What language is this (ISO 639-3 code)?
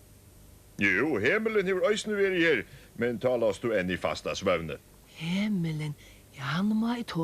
fao